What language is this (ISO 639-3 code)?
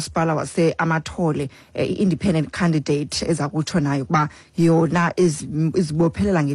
xho